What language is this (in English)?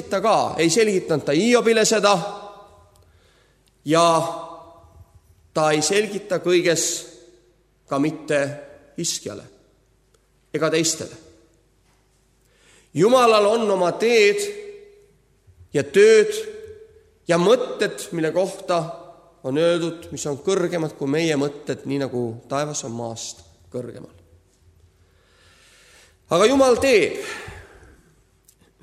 Estonian